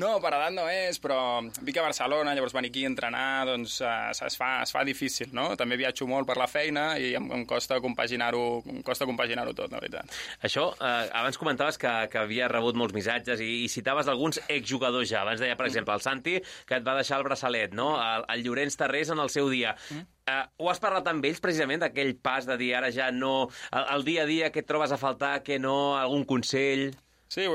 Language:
Catalan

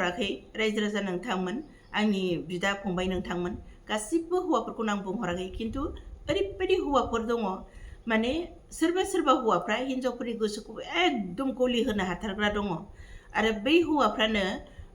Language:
Bodo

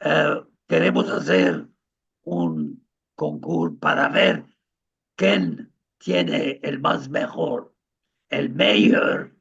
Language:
Ladino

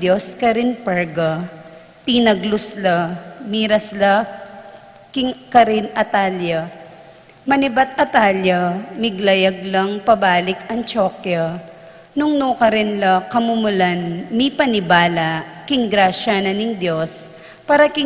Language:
Pampanga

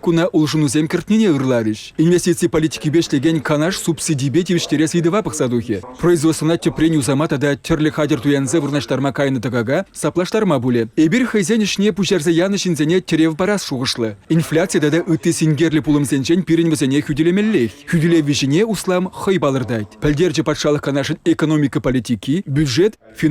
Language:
Chuvash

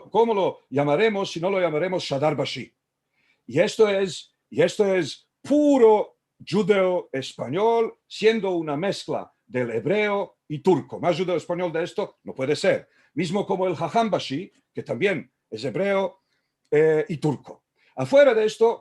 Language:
Ladino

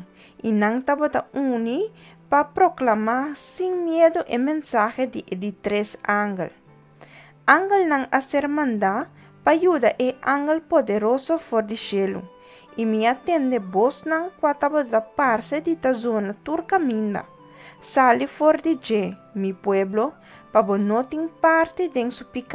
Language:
Papiamento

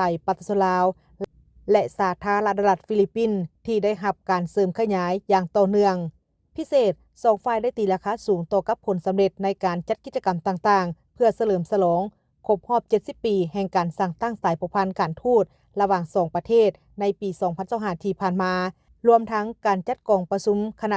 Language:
Lao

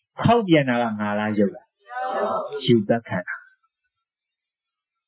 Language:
Burmese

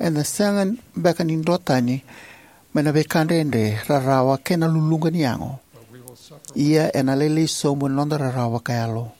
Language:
Fijian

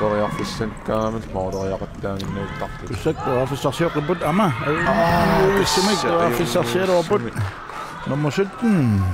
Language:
Kalaallisut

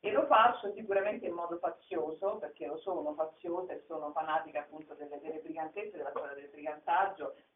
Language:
Italian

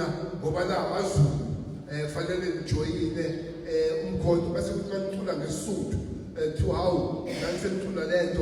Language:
Zulu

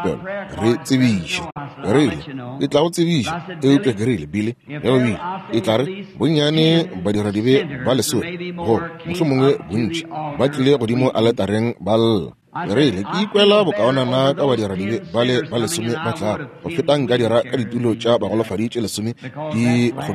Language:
Northern Sotho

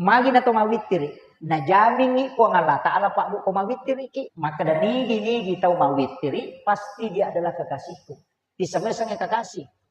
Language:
Buginese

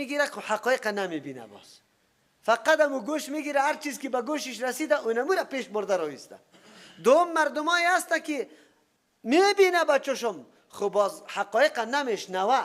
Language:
Persian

